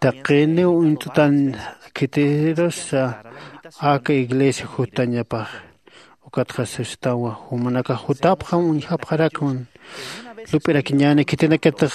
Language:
Aymara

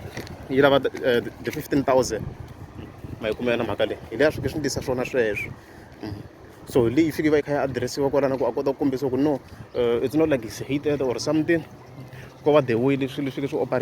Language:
Tsonga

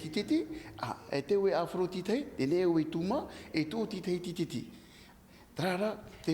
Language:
Tahitian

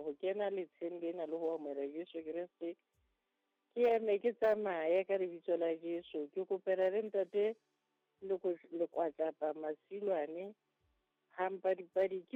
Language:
Southern Sotho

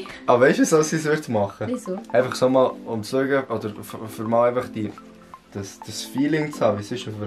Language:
Swiss German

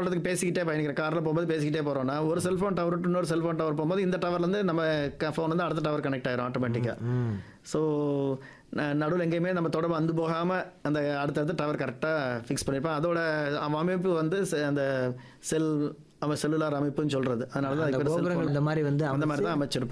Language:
Tamil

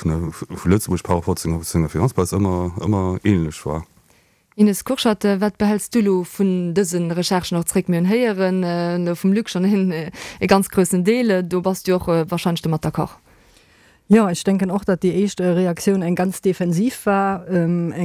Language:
Luxembourgish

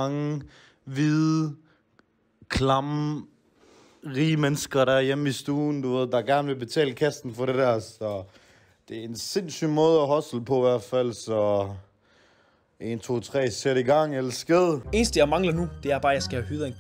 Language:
Danish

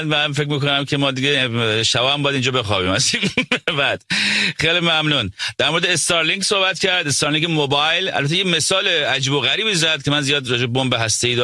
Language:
Persian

